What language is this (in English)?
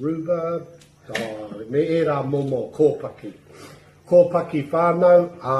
Māori